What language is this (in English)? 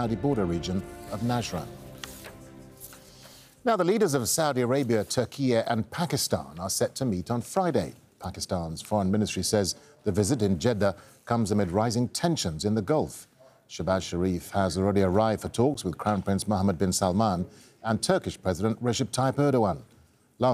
English